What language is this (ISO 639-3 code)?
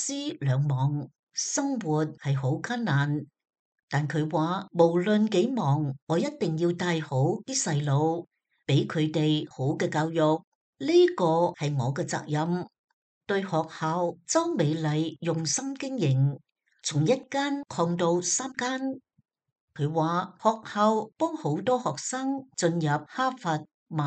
yue